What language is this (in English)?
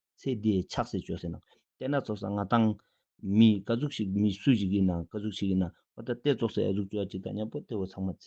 Ladakhi